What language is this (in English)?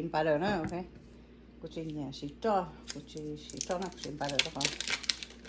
Hmong